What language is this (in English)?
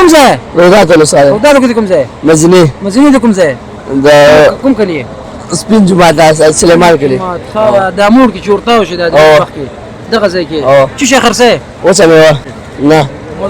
Pashto